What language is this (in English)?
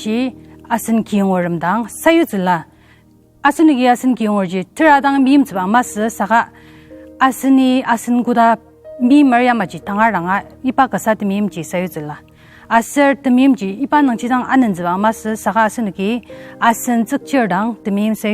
Ao Naga